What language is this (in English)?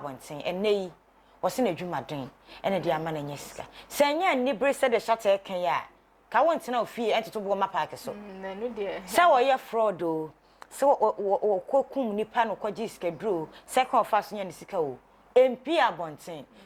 Akan